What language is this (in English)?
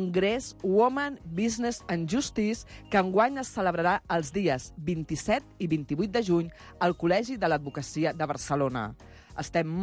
Catalan